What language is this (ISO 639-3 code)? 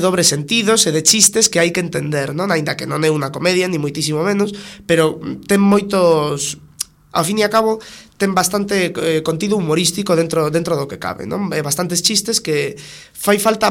glg